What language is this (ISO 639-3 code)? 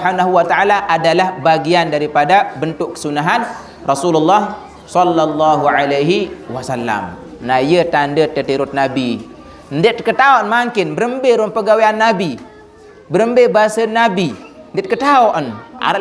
sas